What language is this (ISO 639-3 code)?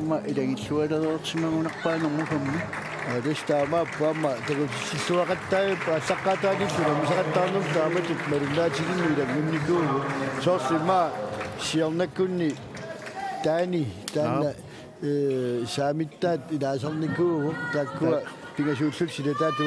kal